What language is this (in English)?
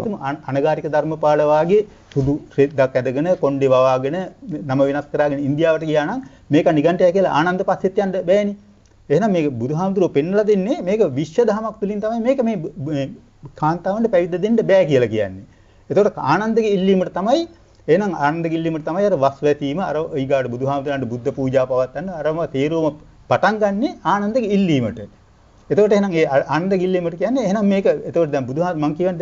Sinhala